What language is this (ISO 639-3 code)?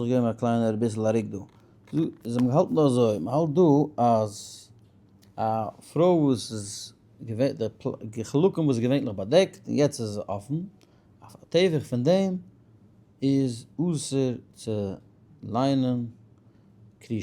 yid